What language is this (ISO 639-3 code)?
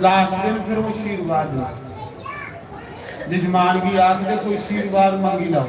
doi